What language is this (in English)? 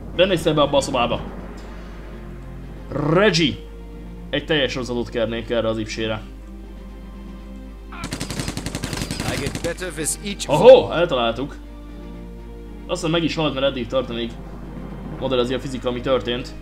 Hungarian